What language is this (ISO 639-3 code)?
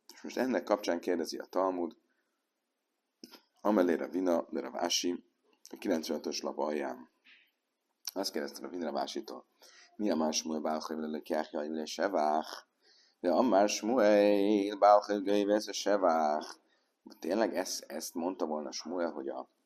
hun